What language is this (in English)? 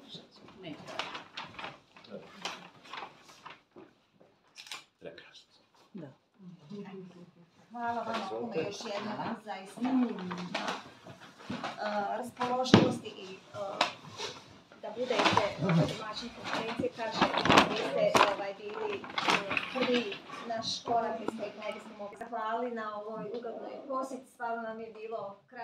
Bosnian